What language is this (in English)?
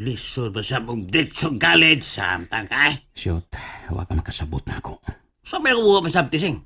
Cebuano